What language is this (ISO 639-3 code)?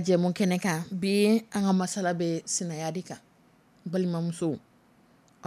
dyu